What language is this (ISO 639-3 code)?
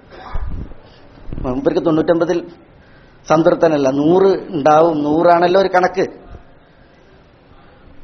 mal